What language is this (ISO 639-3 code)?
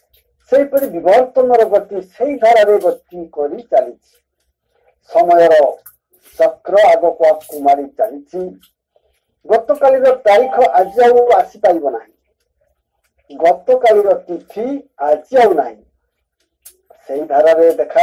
ori